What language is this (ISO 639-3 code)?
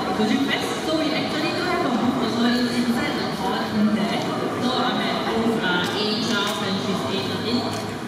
eng